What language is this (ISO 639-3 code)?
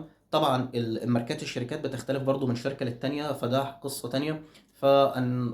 arz